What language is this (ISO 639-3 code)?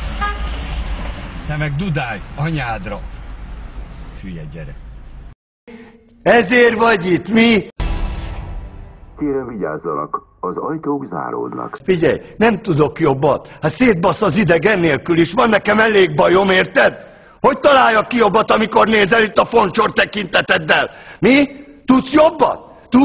hun